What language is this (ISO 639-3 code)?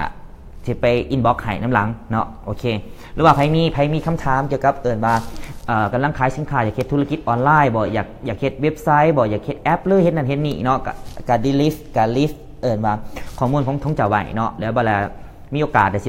lao